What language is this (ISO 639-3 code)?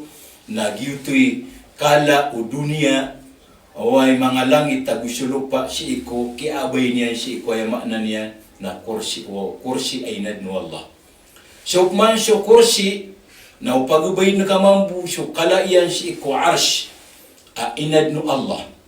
mrw